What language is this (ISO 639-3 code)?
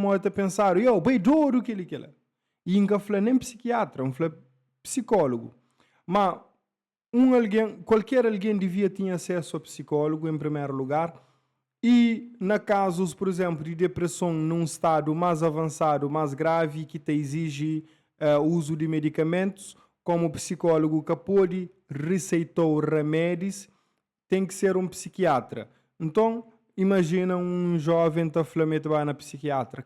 kea